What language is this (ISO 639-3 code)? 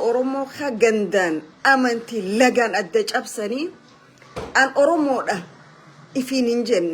orm